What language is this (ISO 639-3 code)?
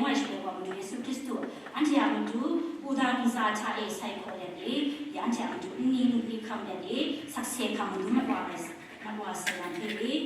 kac